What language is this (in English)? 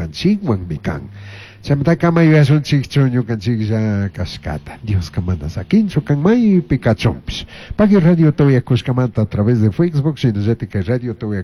Chimborazo Highland Quichua